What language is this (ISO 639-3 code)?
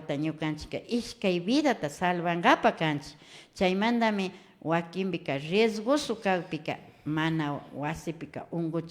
qvi